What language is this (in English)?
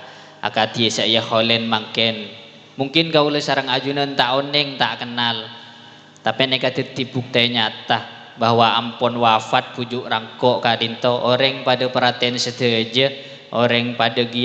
Madurese